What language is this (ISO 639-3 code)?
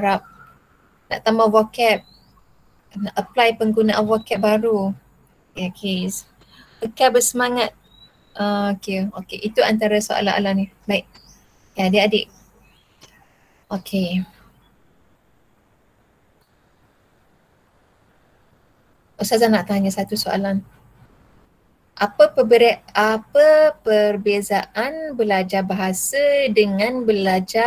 msa